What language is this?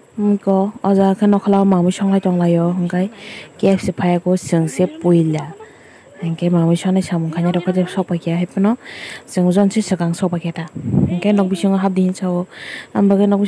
Kok Borok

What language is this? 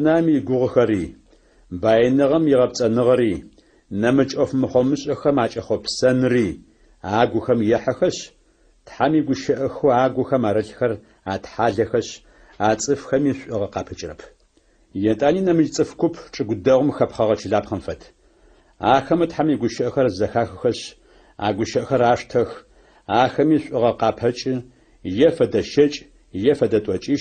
Adyghe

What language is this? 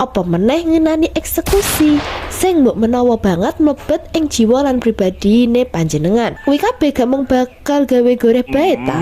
Javanese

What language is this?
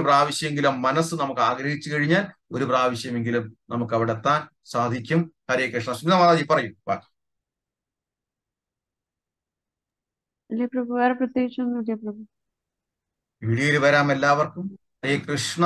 Malayalam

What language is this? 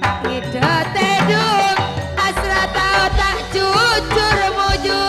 Madurese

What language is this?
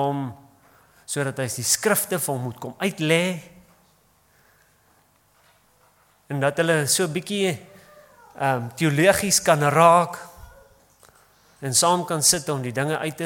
Afrikaans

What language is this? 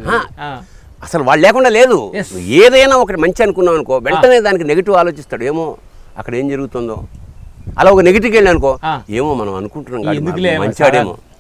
Telugu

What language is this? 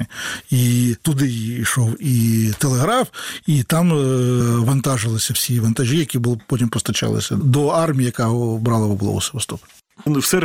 Ukrainian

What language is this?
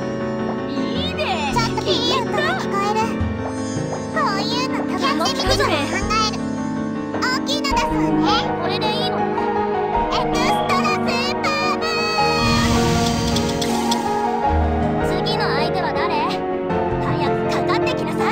Japanese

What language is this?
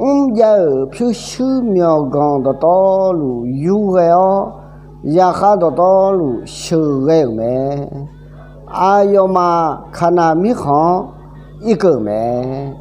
Akha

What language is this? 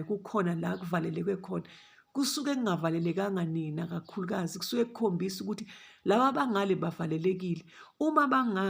Zulu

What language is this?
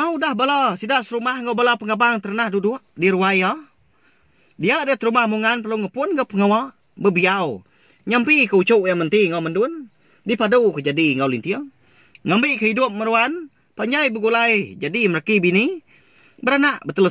Iban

